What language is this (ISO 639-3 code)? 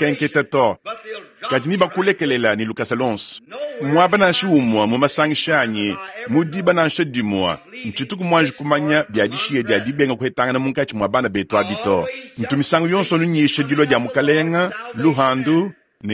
lua